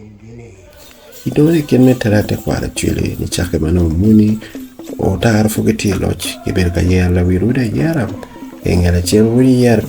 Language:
Acoli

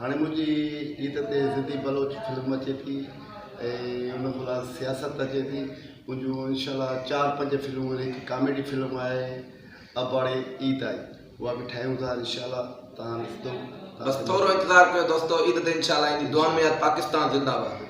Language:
Sindhi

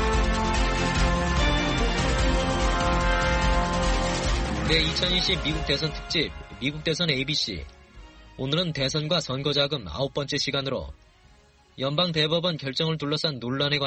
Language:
Korean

